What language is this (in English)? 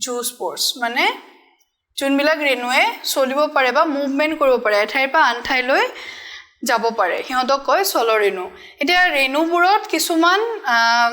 Assamese